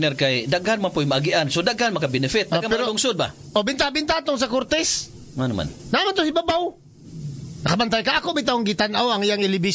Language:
Cebuano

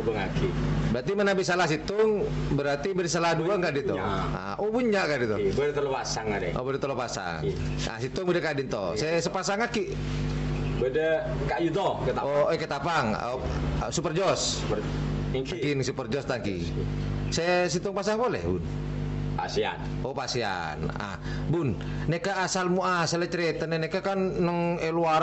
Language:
Madurese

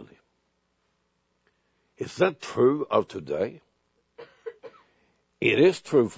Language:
English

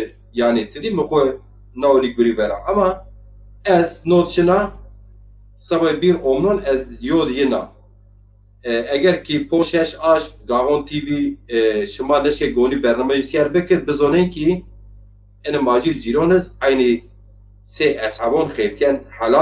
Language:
Zaza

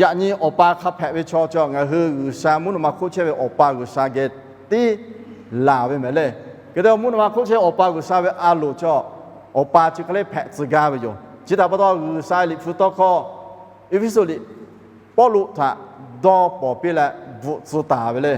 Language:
Lahu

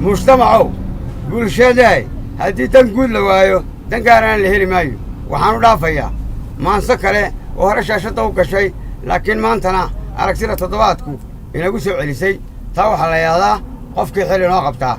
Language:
Somali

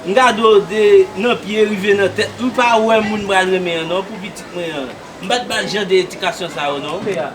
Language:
Haitian Creole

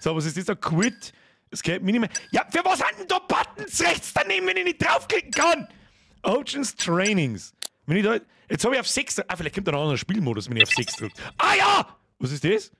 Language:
Bavarian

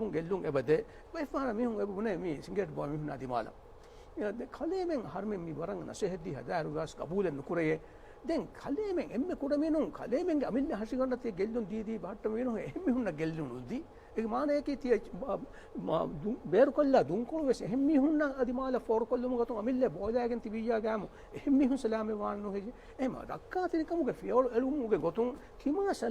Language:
Divehi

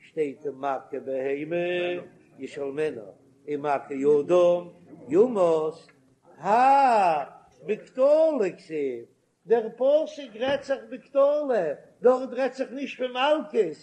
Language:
Yiddish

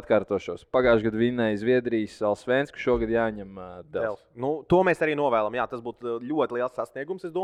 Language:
Latvian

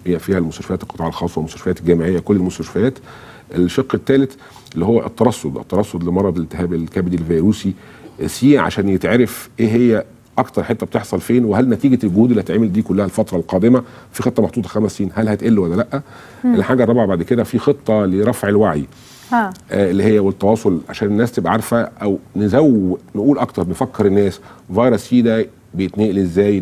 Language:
Egyptian Arabic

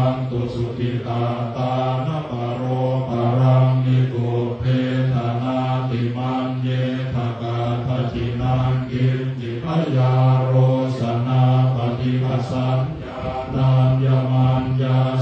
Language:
Pali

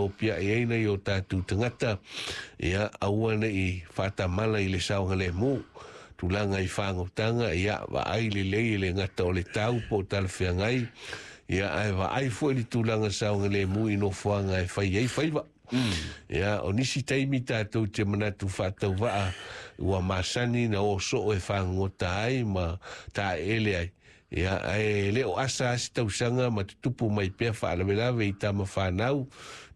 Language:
Samoan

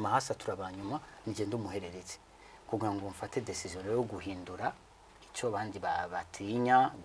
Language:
Rundi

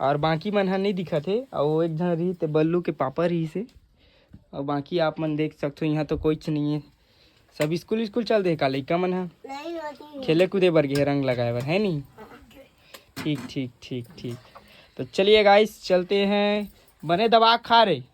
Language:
Chhattisgarhi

